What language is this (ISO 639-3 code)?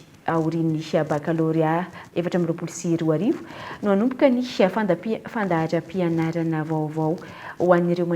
mlg